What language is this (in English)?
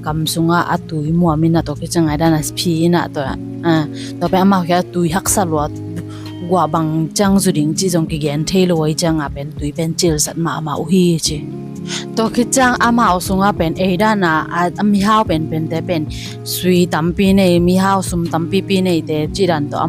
Tedim Chin